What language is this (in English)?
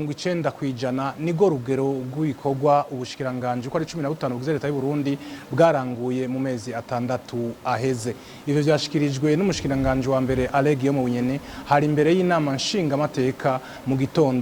Rundi